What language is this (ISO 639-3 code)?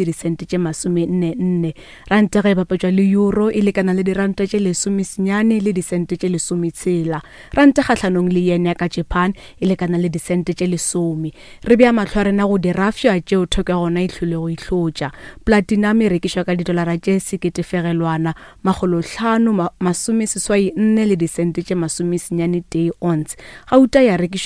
nso